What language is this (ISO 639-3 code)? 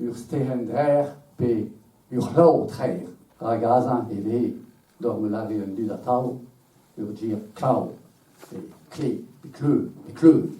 bre